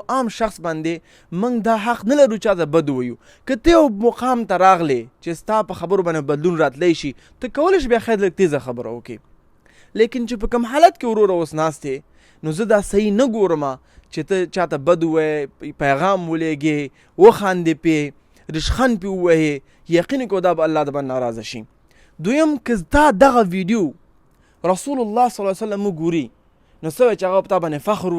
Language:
Pashto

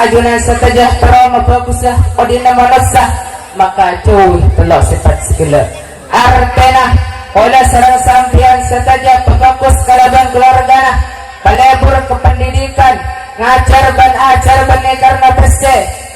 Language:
Madurese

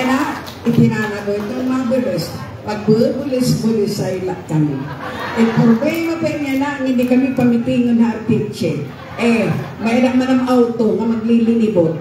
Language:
Waray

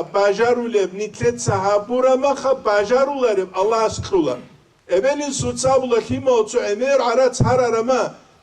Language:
Avaric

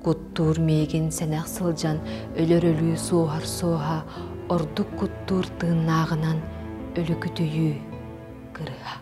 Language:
Yakut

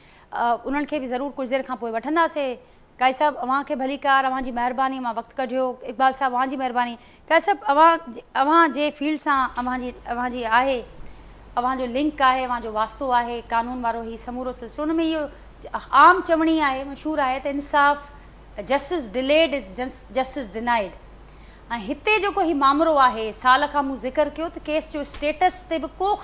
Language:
Sindhi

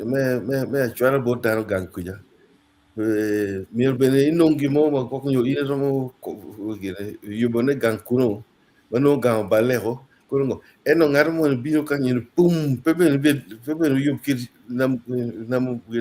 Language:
Acoli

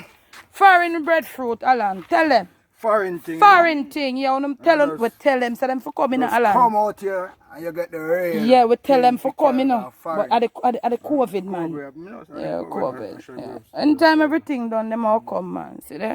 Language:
Jamaican Creole English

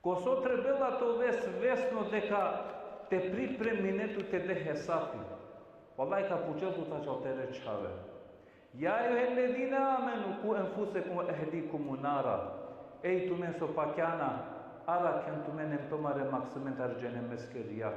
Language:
Balkan Romani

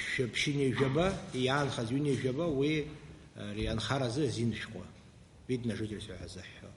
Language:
Abkhazian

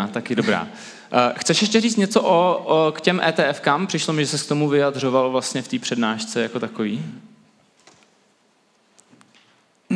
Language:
Czech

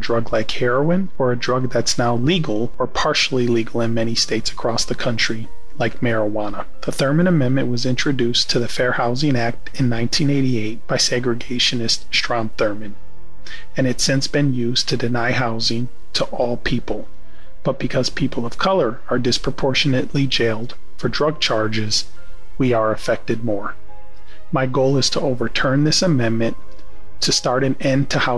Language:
English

